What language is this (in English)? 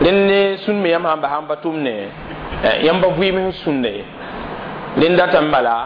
Mossi